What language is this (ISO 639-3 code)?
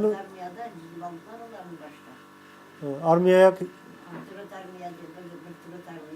crh